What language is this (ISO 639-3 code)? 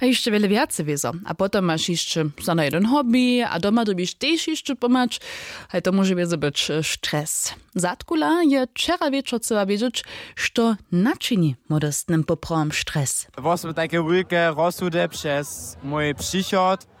hsb